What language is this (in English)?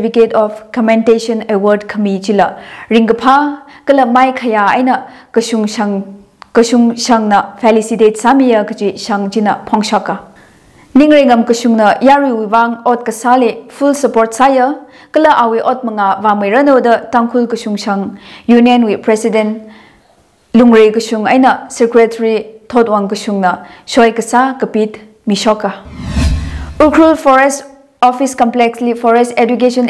Tangkhul Naga (India)